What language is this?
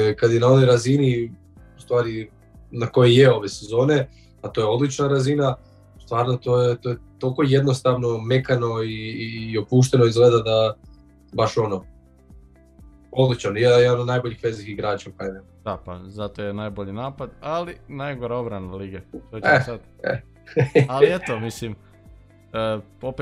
Croatian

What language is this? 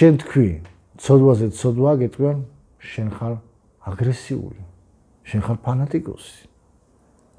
Georgian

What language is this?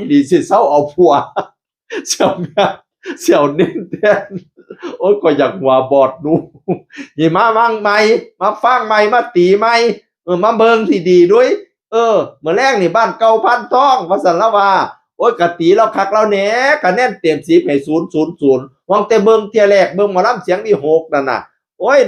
Northeastern Thai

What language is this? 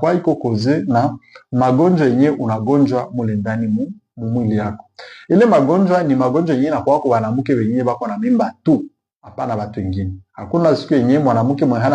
Swahili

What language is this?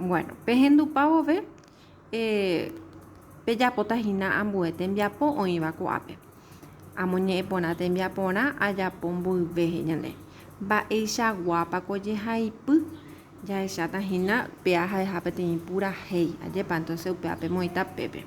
Guarani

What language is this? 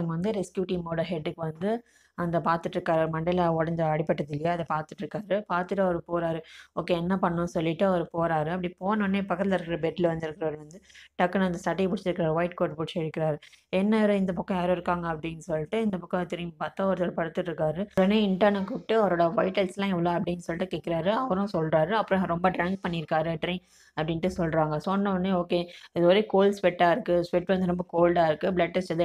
Tamil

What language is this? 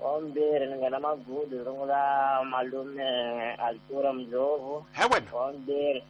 Tsonga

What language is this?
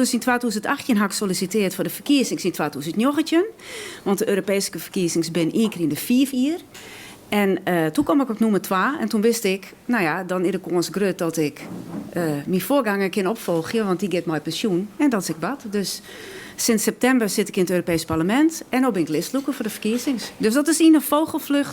Western Frisian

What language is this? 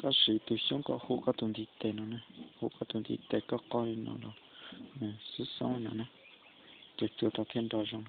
Hmong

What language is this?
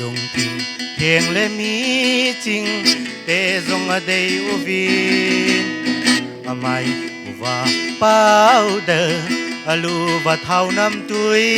Paite Chin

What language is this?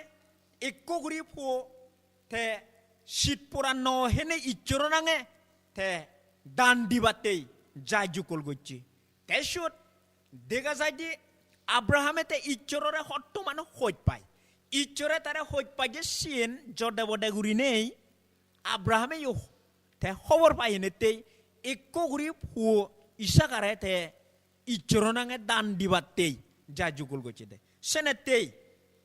Chakma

